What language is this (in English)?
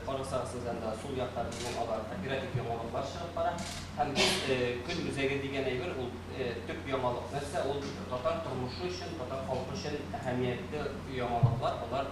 Tatar